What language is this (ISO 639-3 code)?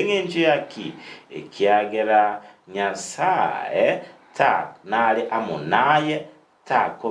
guz